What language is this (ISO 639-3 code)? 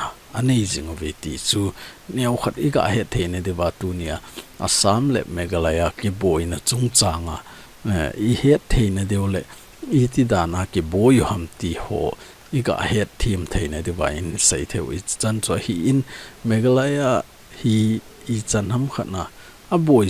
tcz